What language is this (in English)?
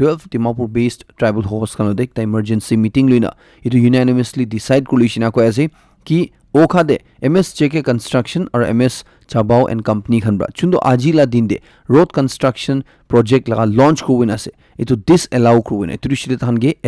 Naga Pidgin